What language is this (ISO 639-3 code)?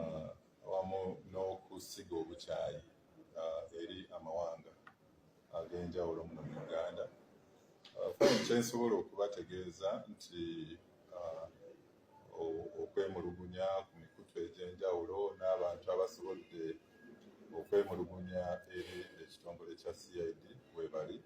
lug